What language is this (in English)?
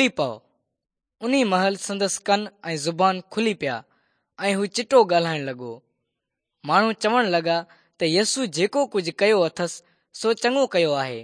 Sindhi